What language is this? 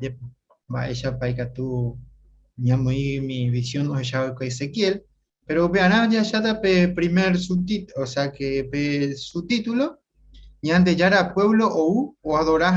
Guarani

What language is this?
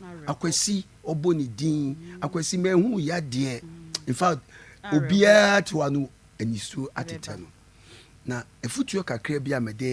Akan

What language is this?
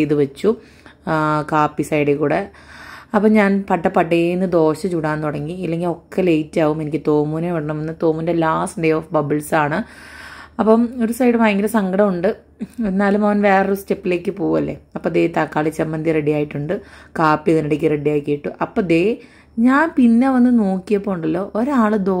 Malayalam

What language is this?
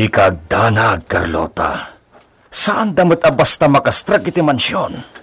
Iloko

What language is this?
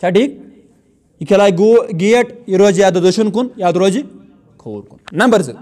Kashmiri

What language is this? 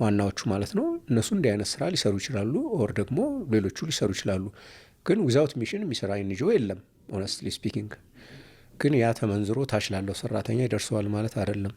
Amharic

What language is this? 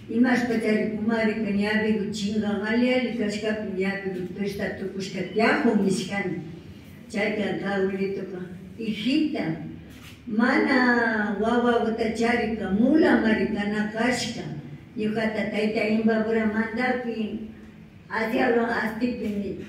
Imbabura Highland Quichua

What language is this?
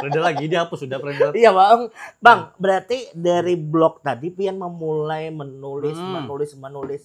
Banjar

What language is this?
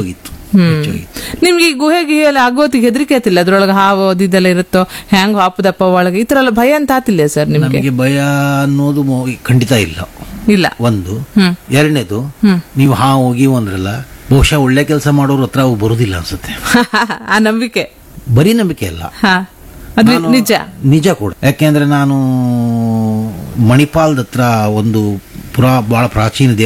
Kannada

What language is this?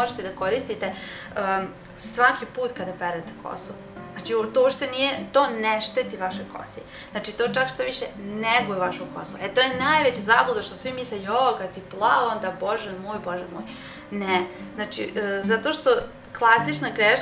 Serbian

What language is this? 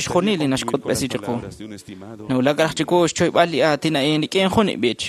Kekchí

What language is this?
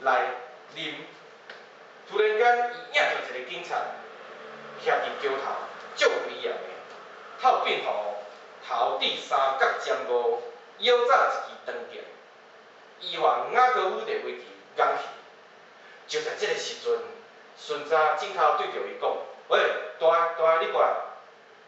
Min Nan Chinese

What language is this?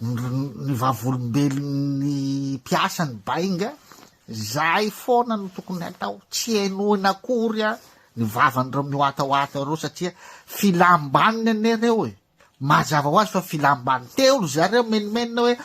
Malagasy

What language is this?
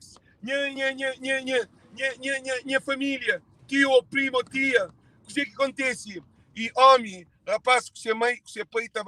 Kabuverdianu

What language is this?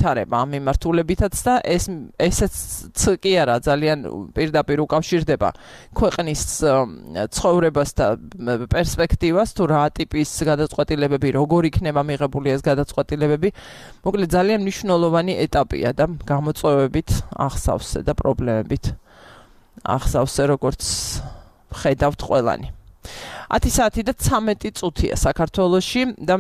Georgian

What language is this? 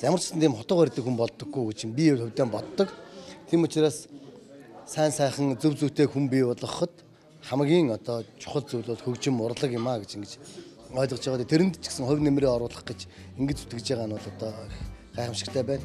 Mongolian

